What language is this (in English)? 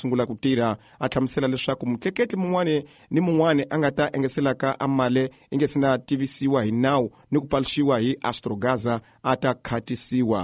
Tsonga